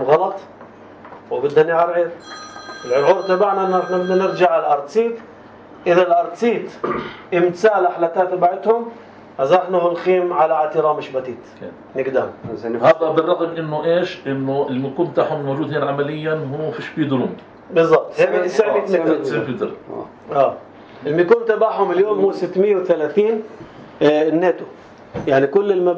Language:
North Levantine Arabic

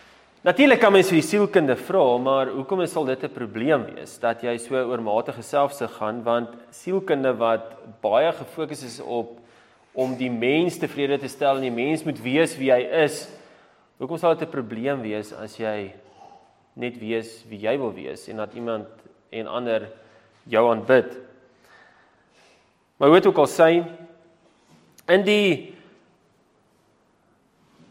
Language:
Afrikaans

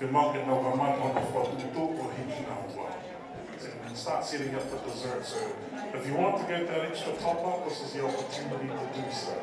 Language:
Tongan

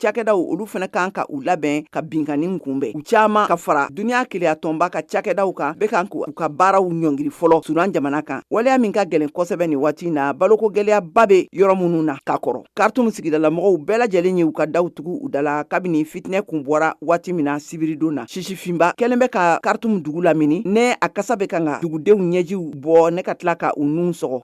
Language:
Bambara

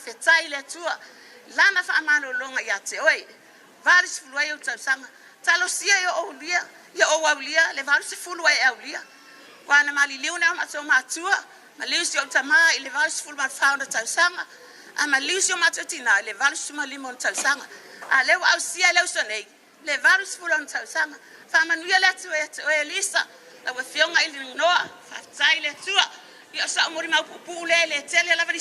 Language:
Samoan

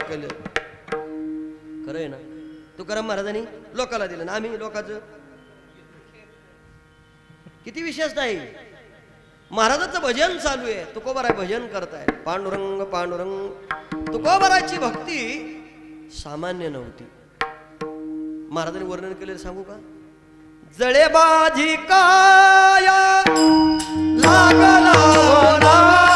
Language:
Marathi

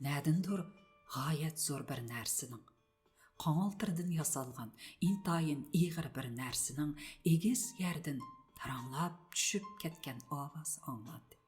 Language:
Uyghur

